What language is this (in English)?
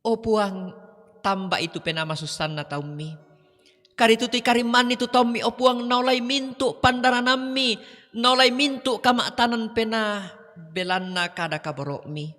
Toraja-Sa'dan